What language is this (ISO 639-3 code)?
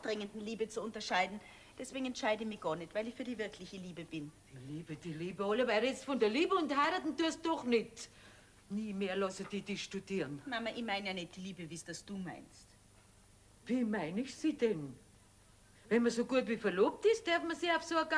bar